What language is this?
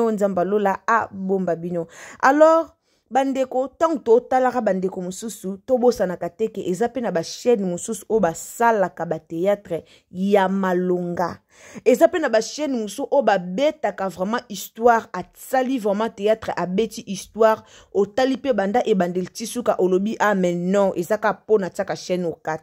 Lingala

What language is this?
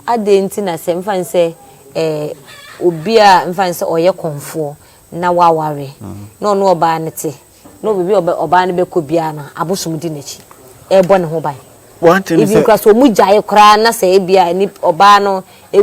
Akan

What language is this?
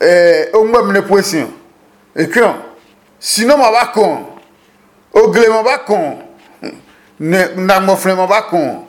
Adangme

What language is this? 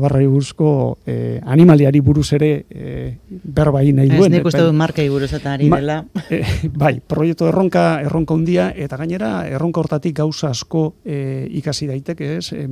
Basque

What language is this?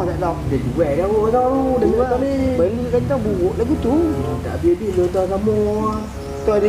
Malay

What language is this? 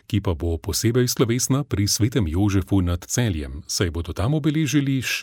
Slovenian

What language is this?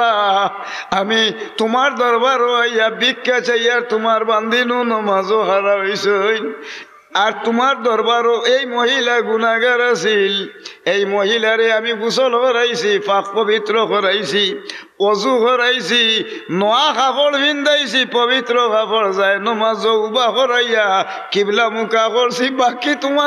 Sylheti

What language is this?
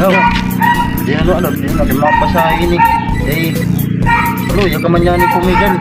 Waray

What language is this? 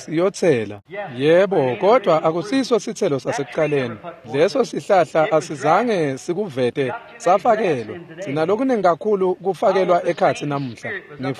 Swati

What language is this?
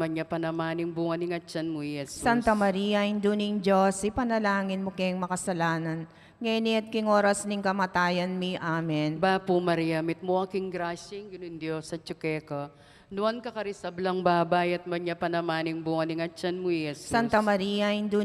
Pampanga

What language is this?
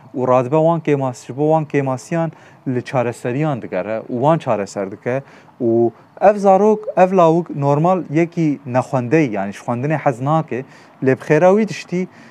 Kurdish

